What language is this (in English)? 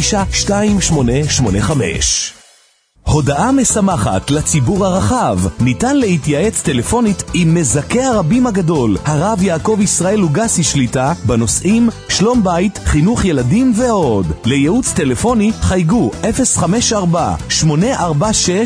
Hebrew